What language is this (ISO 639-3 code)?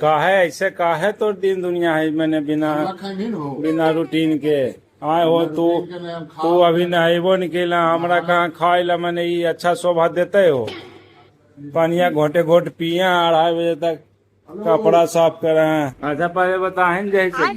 mag